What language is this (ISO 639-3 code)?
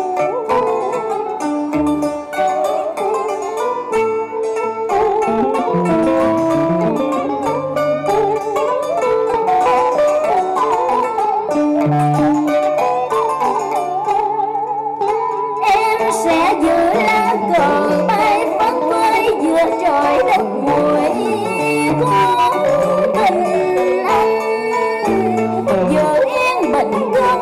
vie